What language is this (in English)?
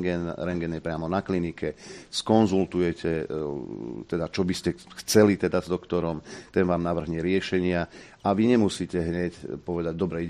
Slovak